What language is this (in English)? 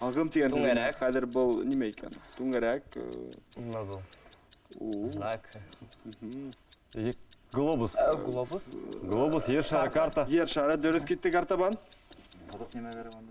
Bashkir